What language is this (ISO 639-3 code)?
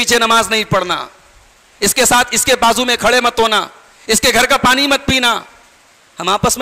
urd